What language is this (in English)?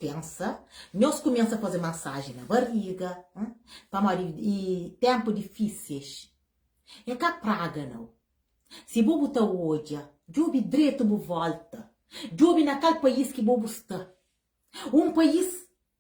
Kabuverdianu